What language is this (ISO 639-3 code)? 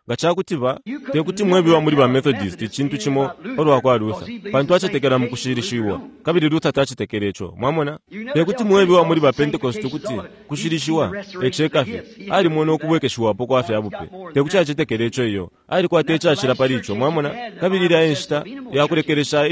bem